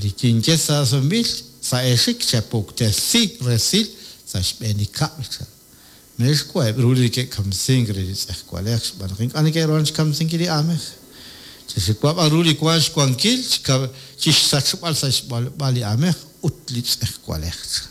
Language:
Kekchí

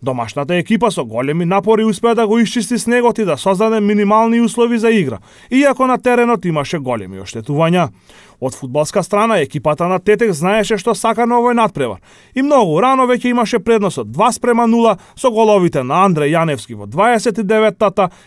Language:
Macedonian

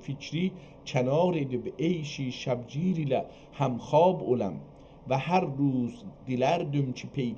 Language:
South Azerbaijani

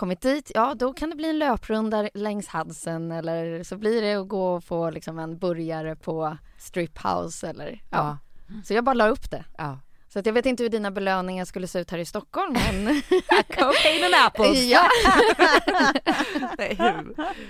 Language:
Swedish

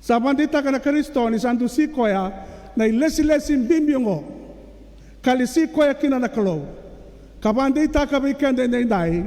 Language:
Fijian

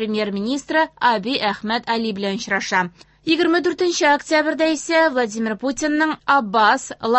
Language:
Tatar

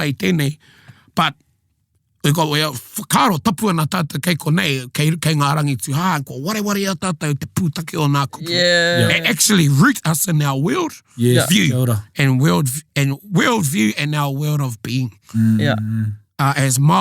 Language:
Māori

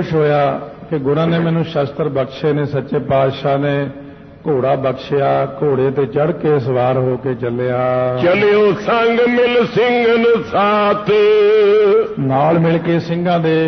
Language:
Punjabi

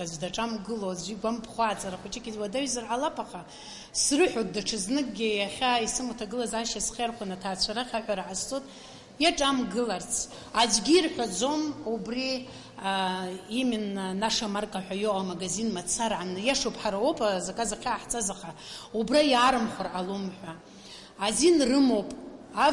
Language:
Abkhazian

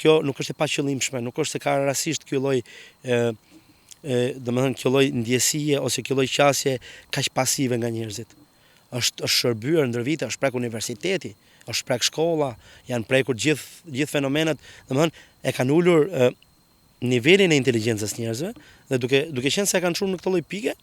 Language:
Albanian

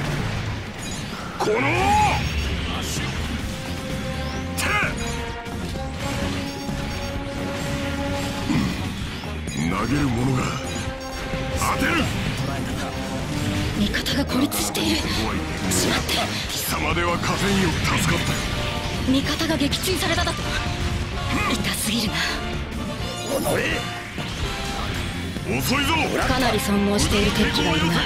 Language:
Japanese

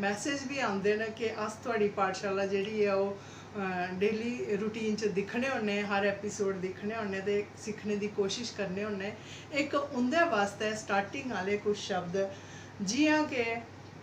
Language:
Dogri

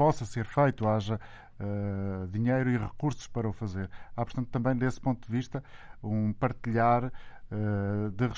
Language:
Portuguese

